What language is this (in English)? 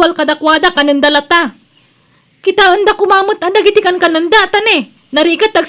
Iloko